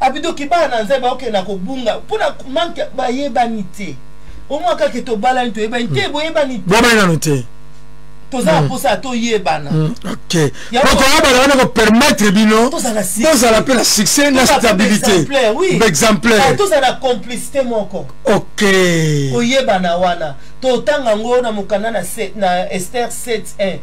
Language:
Lingala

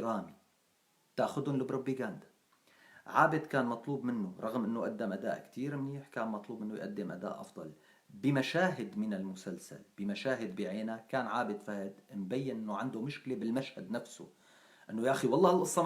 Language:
North Levantine Arabic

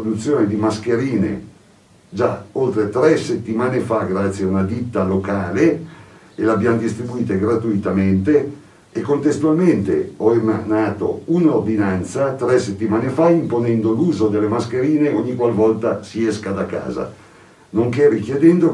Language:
Italian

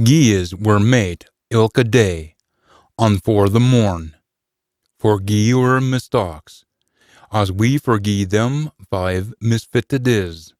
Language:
Scots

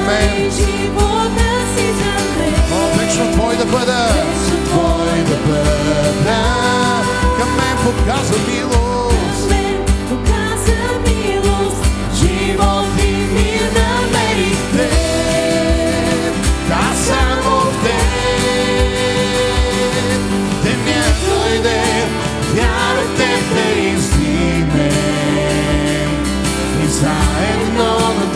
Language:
Bulgarian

